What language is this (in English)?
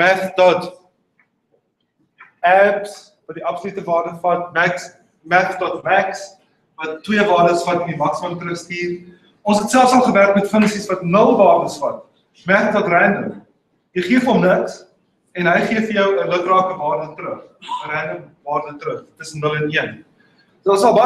Afrikaans